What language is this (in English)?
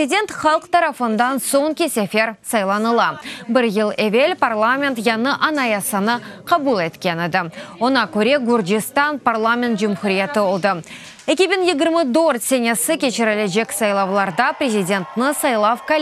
Crimean Tatar